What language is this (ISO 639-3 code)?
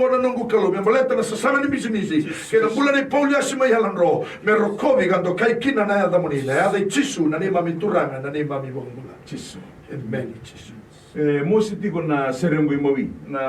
fij